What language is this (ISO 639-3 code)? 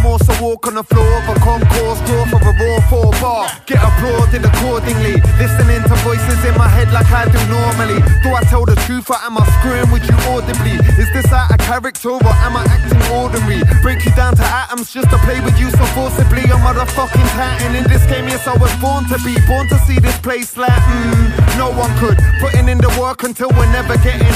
eng